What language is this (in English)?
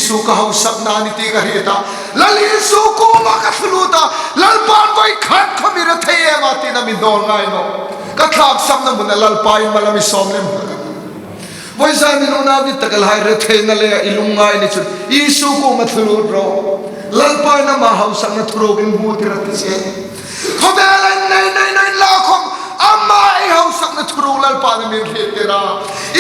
Hmar